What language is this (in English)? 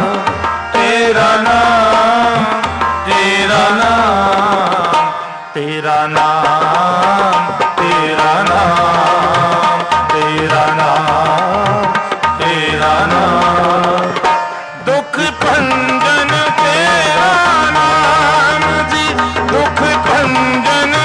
Punjabi